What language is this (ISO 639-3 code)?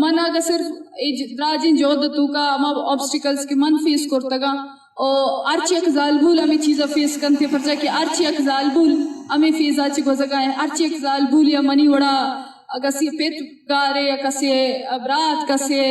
bgp